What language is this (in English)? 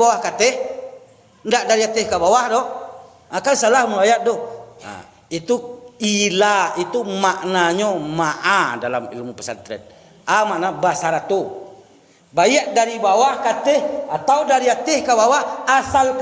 Minangkabau